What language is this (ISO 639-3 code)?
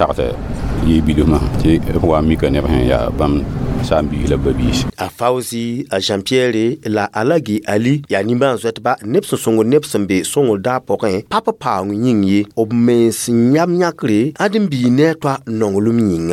mos